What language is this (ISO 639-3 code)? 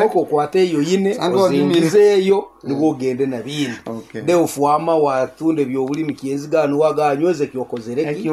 nyn